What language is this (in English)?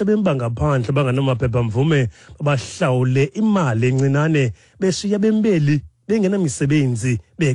Xhosa